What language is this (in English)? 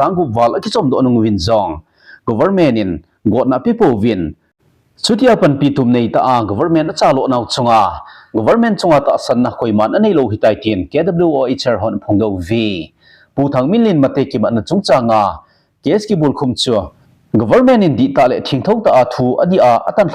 Thado Chin